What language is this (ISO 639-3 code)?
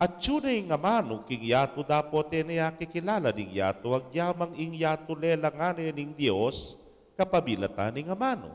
pam